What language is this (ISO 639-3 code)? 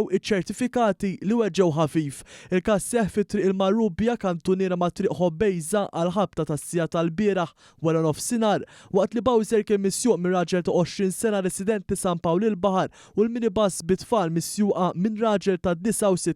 mlt